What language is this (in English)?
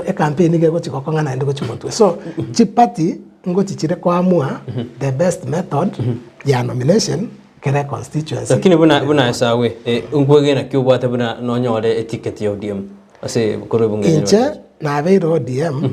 Gusii